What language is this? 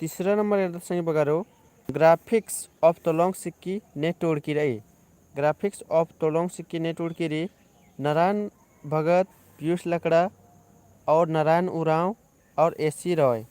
Kurukh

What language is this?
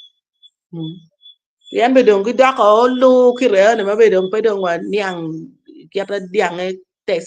Acoli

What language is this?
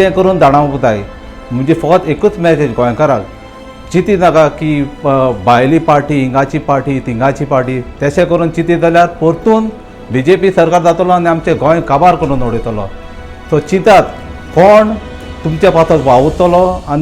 Konkani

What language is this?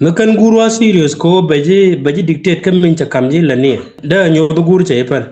Nuer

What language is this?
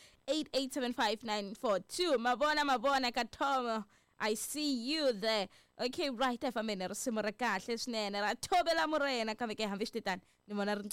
Tsonga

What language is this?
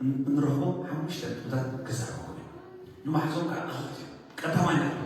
Tigrinya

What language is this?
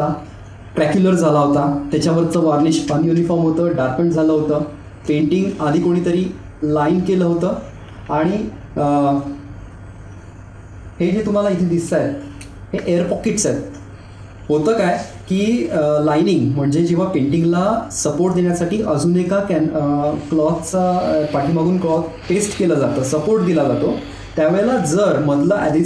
Marathi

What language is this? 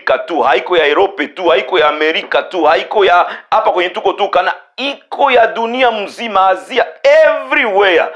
Swahili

